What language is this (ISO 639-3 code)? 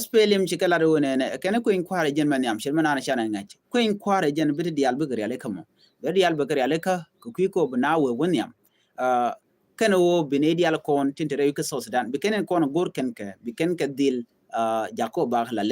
nus